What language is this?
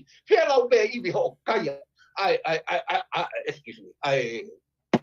Tongan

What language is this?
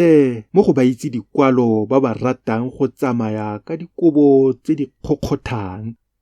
Tswana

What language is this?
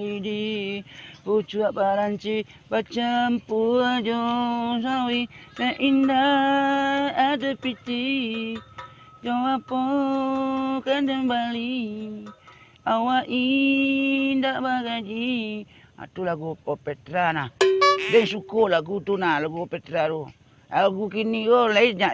Minangkabau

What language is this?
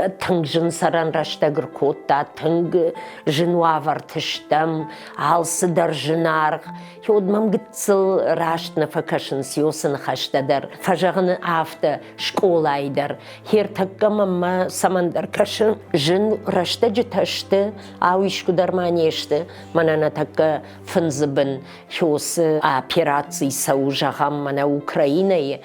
Ossetic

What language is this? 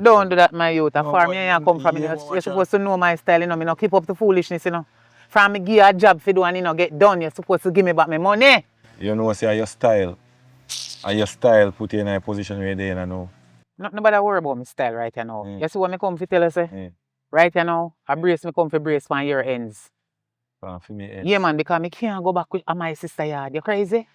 Jamaican Creole English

